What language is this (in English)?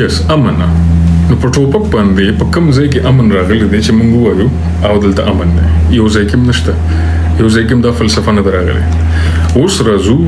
Pashto